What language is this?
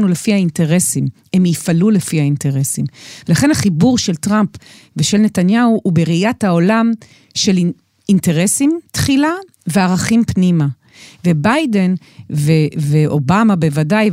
Hebrew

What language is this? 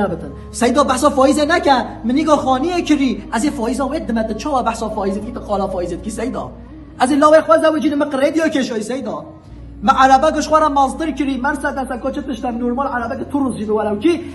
Kurdish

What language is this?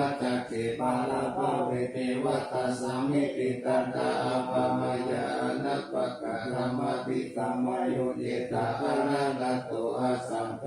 Pali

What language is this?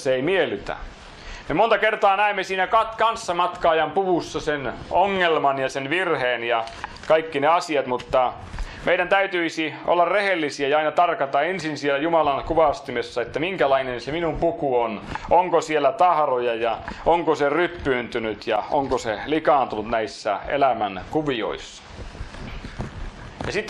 Finnish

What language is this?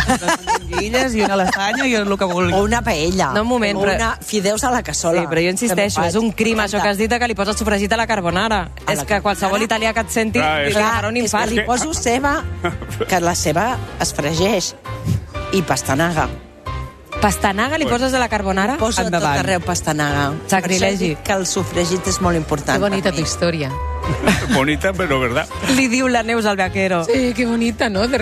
Catalan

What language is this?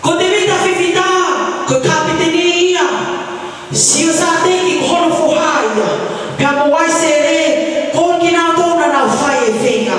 Tongan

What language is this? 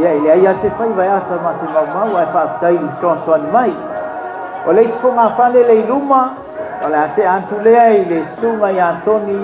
Samoan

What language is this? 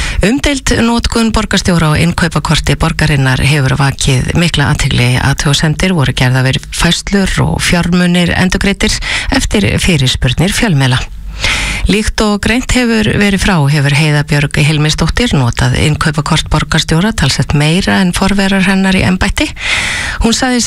Icelandic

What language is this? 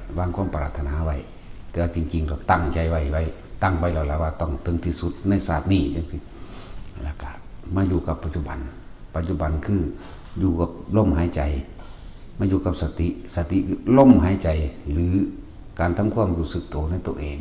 Northeastern Thai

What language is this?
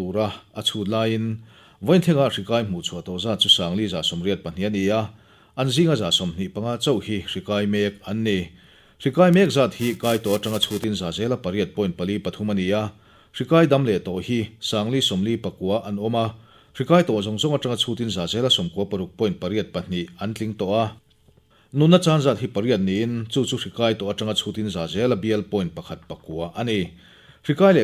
Mizo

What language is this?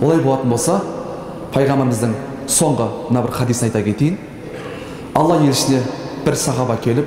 Kazakh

